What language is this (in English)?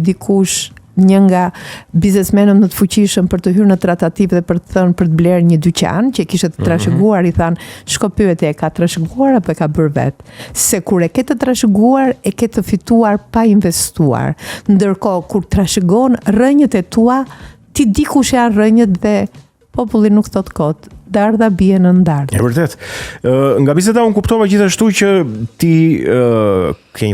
Albanian